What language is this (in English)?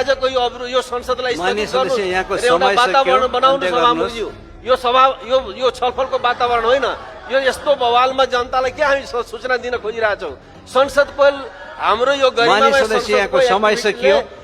Nepali